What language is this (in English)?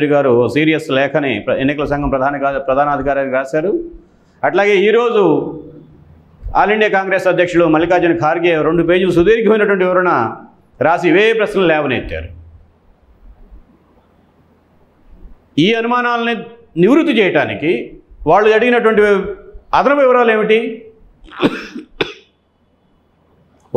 Telugu